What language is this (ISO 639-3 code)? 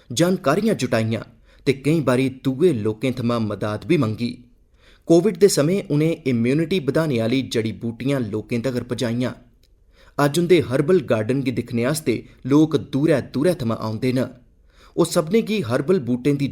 doi